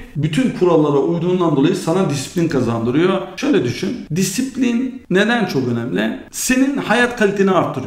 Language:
Turkish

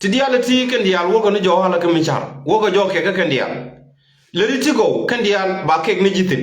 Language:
Nuer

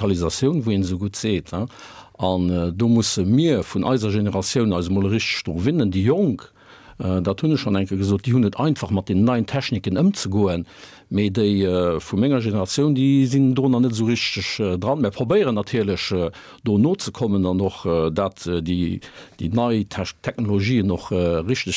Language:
Luxembourgish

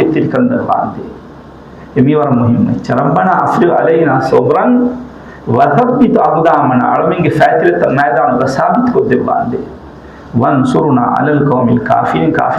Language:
Divehi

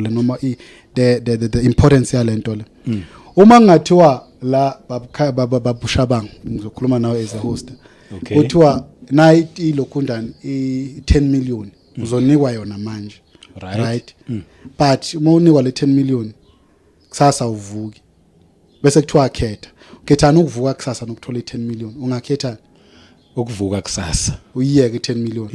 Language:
Zulu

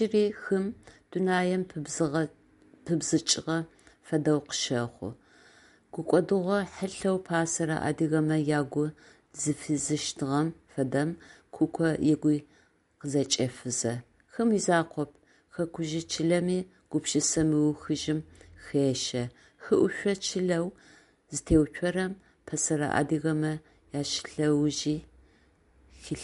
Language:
Adyghe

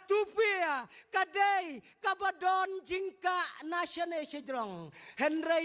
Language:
Khasi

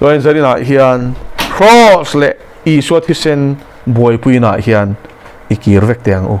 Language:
Mizo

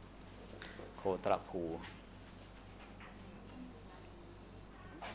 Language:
Thai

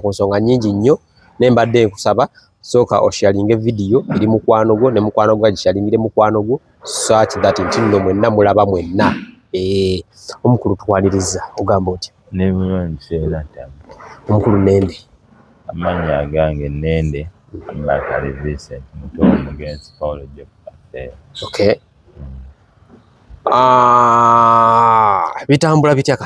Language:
Ganda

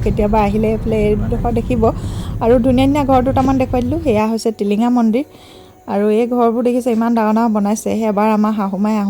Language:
Assamese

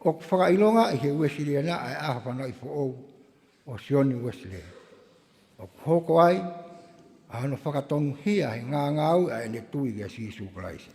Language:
Tongan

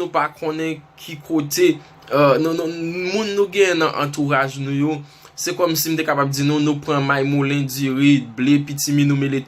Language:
Haitian Creole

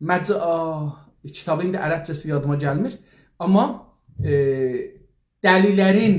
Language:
South Azerbaijani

